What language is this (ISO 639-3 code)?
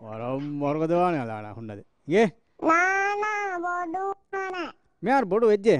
div